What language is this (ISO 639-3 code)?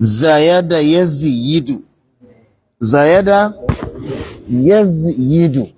hau